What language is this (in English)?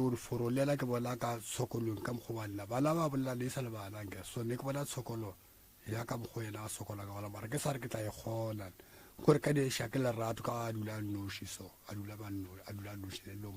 Northern Sotho